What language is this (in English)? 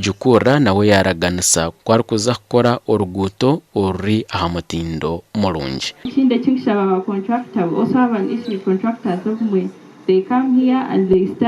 Nyankole